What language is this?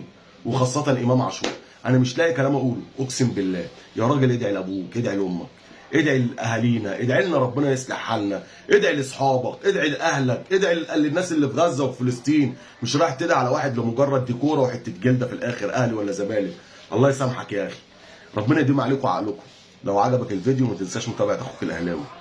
Egyptian Arabic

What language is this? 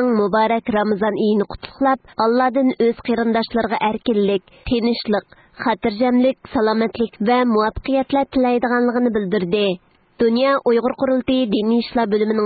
Uyghur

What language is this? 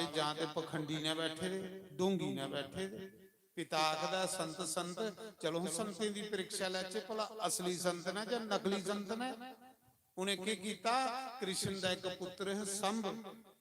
Dogri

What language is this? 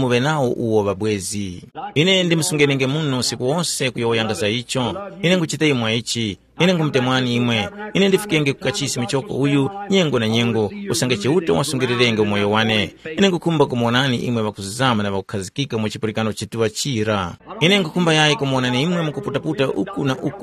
Tumbuka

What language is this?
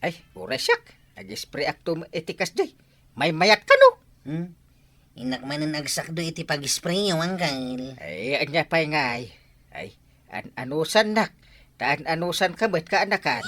Iloko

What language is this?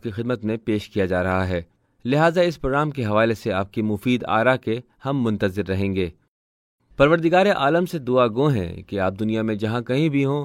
Urdu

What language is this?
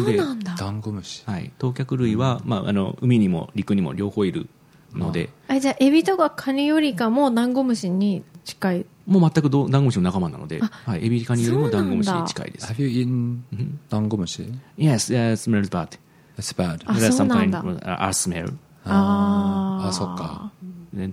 Japanese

